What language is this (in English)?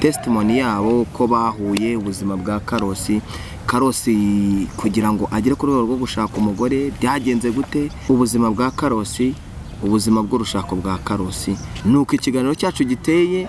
Kinyarwanda